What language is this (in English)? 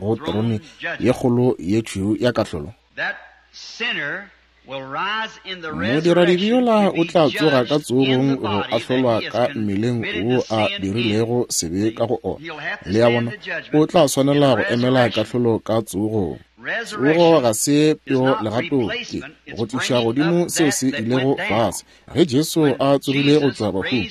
Northern Sotho